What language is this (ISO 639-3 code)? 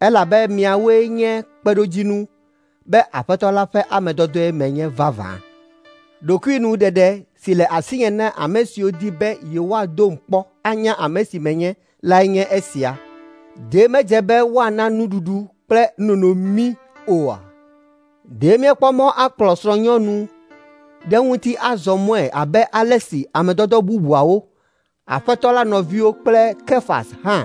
ewe